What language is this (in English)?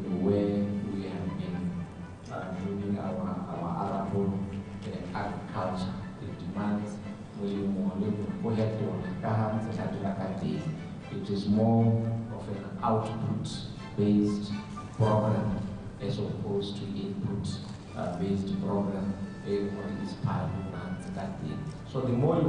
Tswana